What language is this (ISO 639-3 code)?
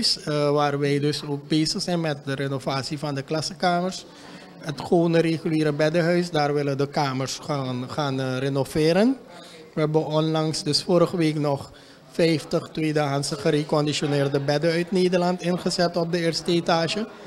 nld